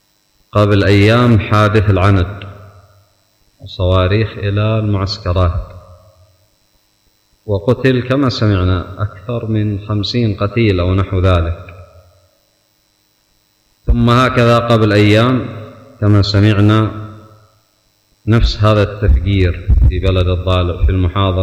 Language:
Arabic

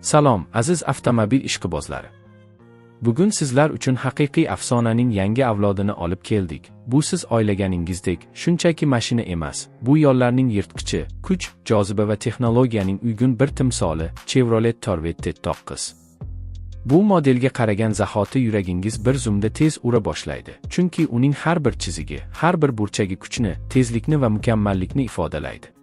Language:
Uzbek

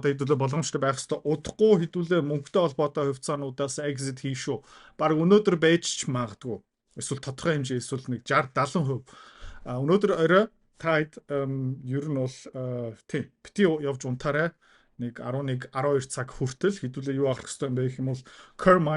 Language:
Mongolian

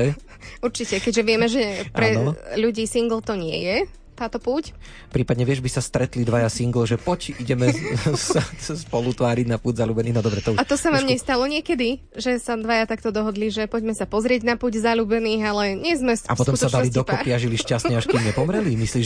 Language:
Slovak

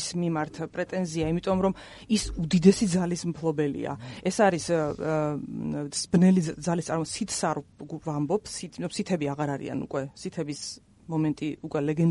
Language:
Georgian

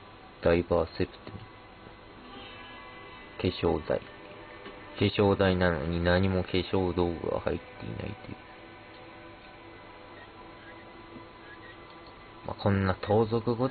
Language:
Japanese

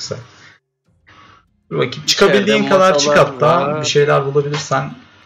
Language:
Turkish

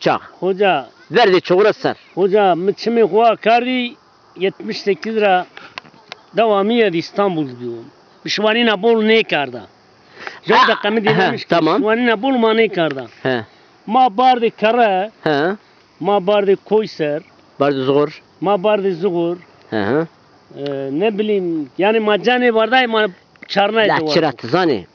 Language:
Zaza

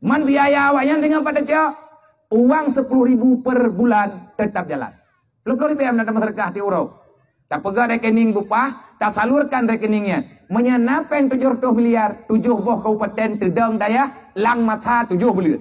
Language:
Achinese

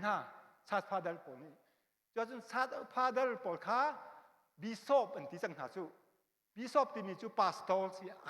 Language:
Hakha Chin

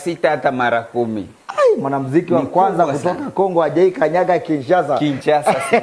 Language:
Swahili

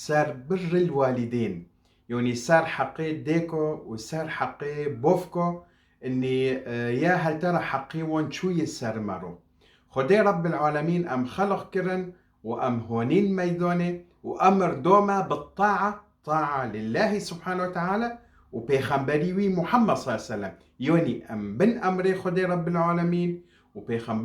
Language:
Kurdish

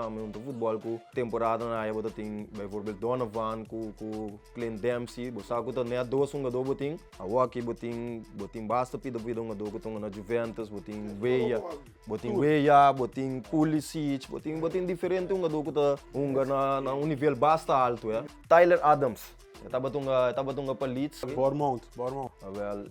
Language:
Papiamento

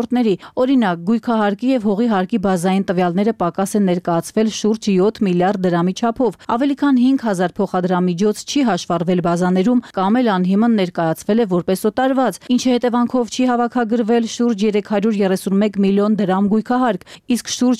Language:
Armenian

